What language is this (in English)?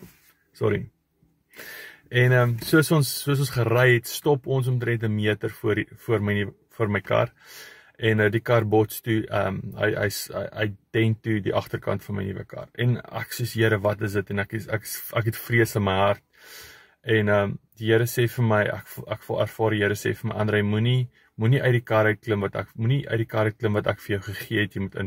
Afrikaans